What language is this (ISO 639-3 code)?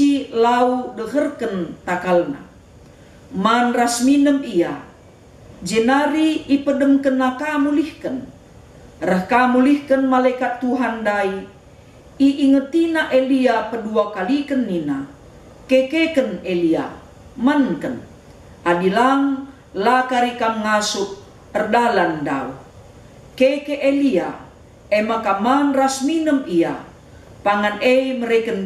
btx